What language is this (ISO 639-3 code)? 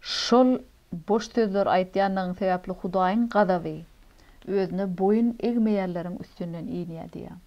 tuk